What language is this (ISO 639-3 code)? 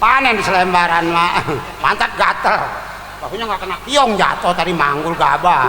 bew